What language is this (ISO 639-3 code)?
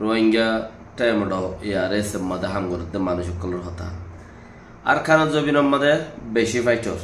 rhg